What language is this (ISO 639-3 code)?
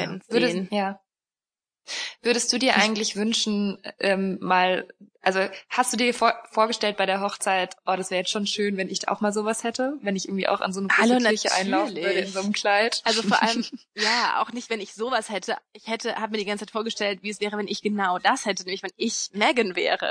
deu